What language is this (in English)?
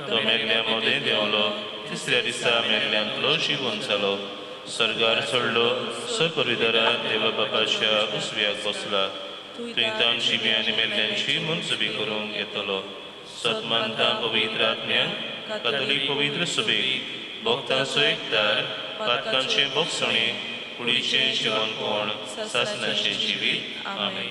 Konkani